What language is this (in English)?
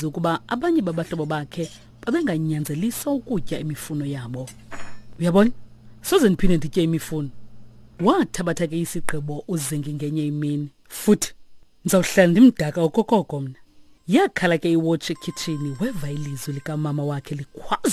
Xhosa